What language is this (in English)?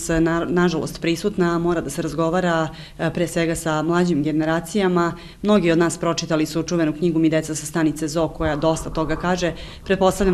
Serbian